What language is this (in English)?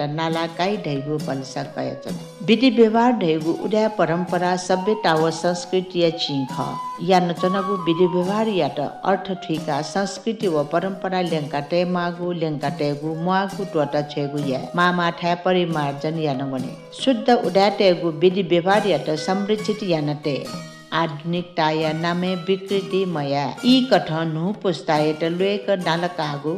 Newari